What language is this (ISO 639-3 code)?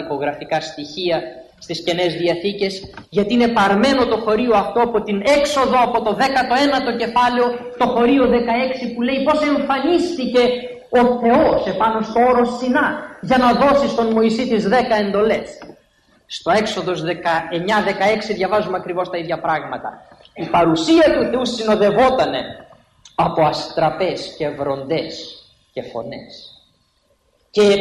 ell